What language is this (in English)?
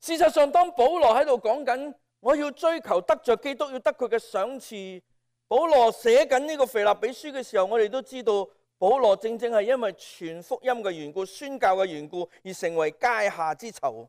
Cantonese